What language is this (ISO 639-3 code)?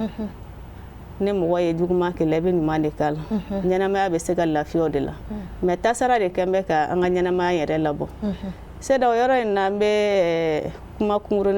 bam